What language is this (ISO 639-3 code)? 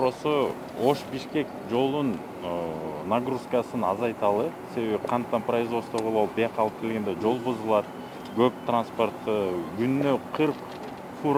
kir